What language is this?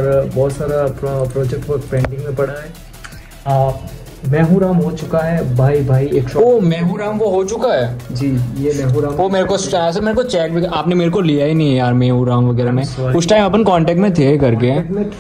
Hindi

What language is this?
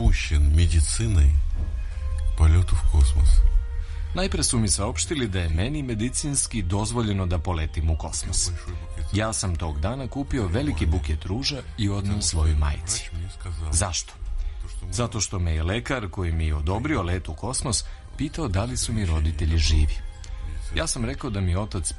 Serbian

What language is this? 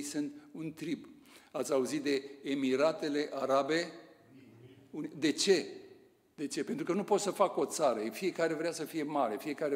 Romanian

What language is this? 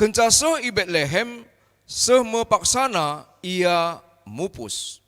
Batak Karo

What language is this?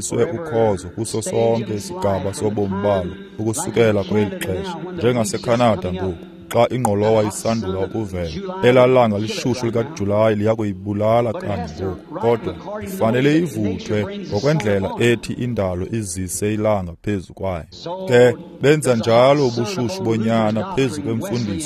Xhosa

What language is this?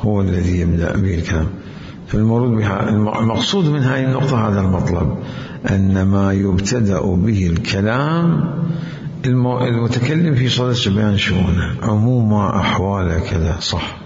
Mesopotamian Arabic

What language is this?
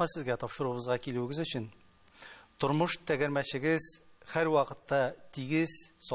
Tatar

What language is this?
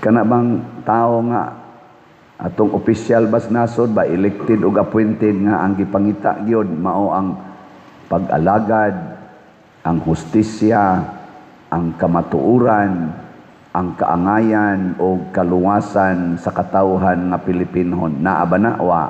Cebuano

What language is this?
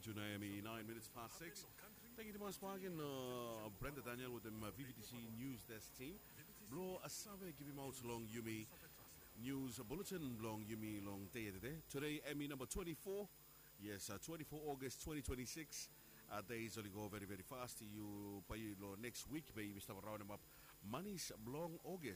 Bislama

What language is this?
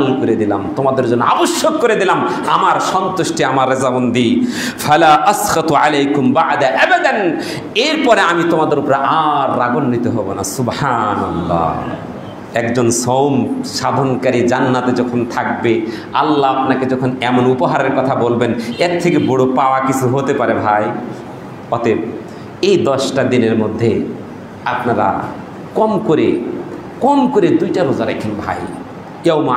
Bangla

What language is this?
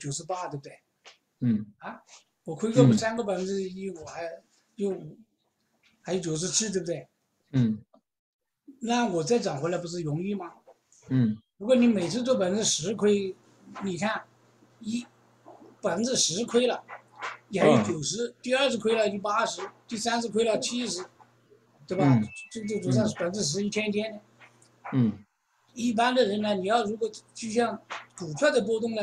Chinese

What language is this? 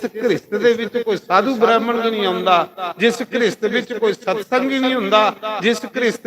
Dogri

